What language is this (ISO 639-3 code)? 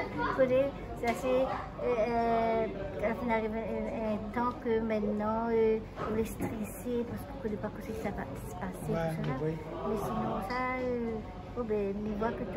rcf